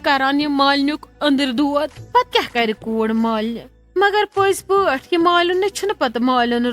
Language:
Kashmiri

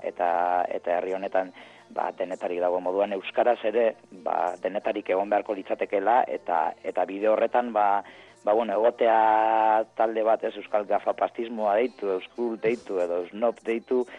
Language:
Basque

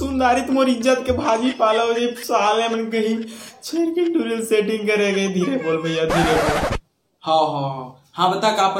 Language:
Chhattisgarhi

